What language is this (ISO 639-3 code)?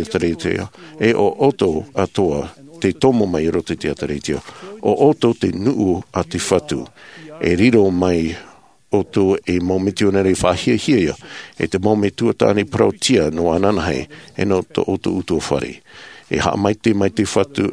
tah